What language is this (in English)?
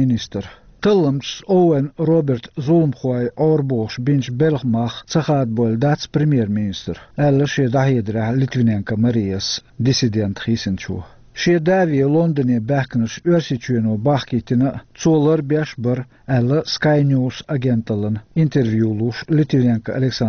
Chechen